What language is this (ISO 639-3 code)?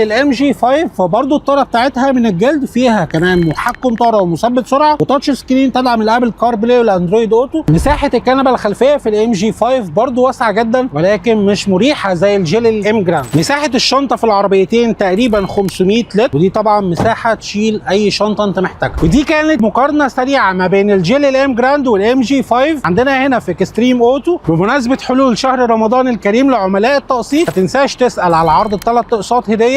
arz